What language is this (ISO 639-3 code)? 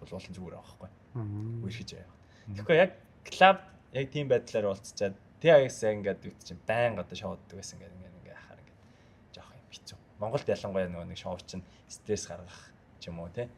mon